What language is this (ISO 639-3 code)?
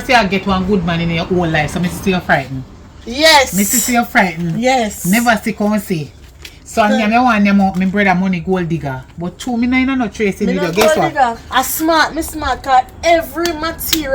jam